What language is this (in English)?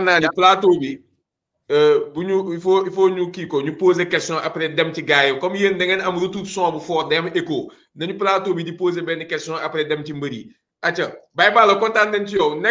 Wolof